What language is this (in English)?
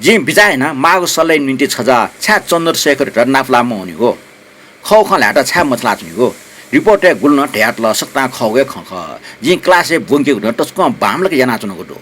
Newari